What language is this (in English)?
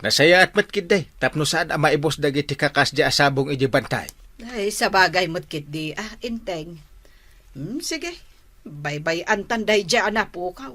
Iloko